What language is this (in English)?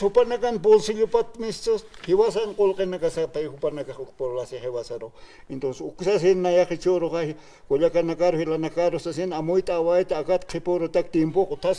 Aymara